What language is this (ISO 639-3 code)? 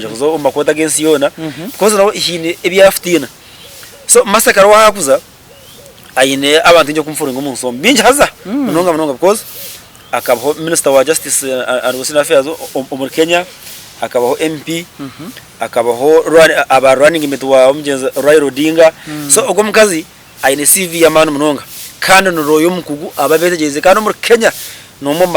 nyn